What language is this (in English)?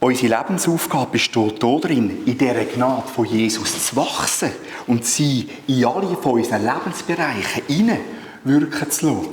Swiss German